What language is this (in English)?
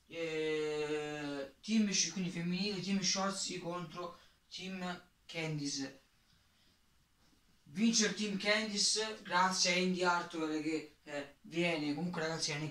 Italian